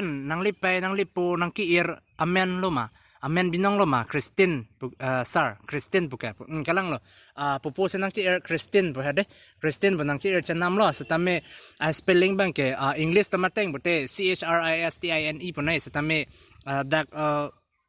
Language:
Karbi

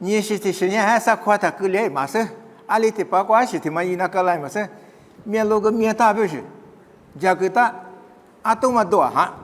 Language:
Lisu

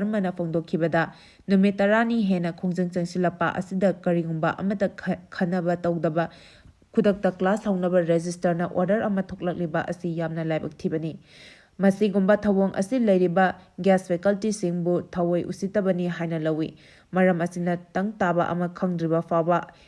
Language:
Manipuri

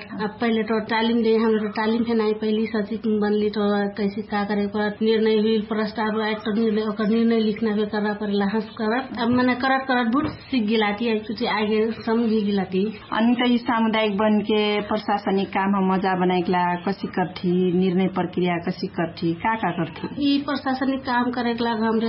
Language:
Dangaura Tharu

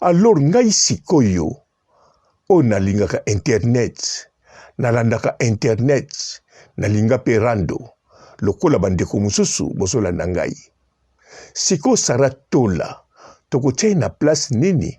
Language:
Lingala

